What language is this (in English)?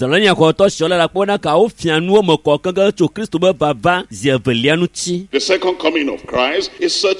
Ewe